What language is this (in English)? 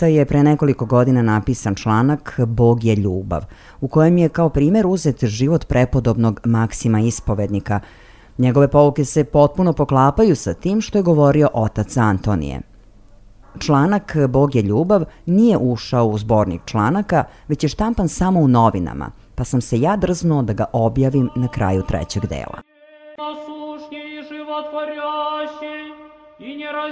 Serbian